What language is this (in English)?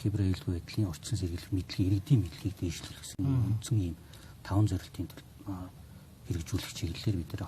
Mongolian